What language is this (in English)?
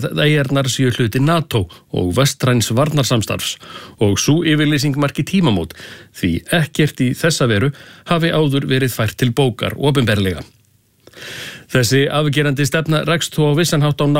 Icelandic